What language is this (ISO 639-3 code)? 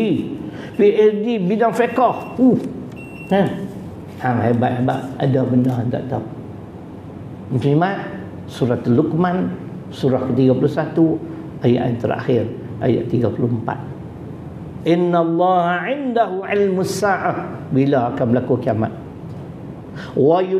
msa